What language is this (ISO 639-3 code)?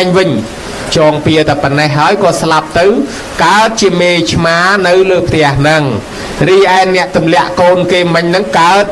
khm